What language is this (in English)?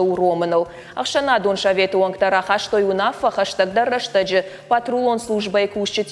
Ossetic